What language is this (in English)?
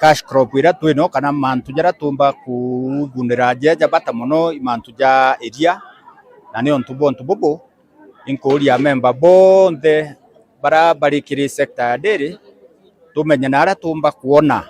Meru